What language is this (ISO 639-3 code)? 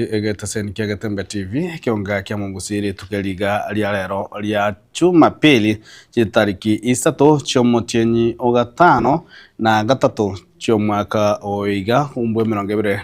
guz